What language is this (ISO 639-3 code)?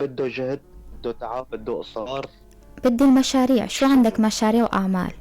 apc